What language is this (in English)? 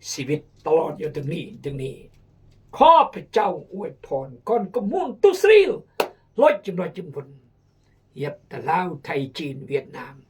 Khmu